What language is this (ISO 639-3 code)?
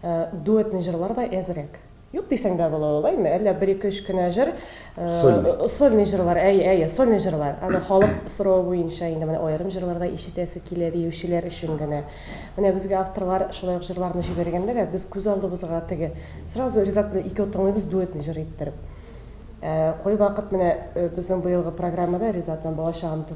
tat